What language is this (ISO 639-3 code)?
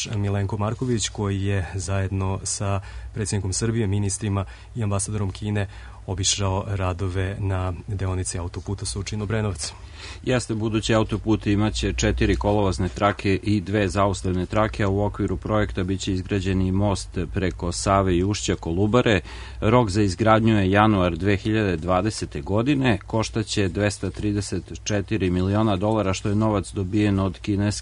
srp